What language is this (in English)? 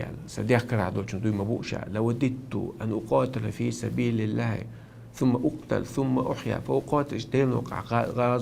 Chechen